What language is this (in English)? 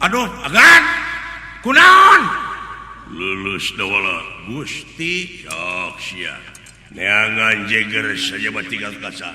Sundanese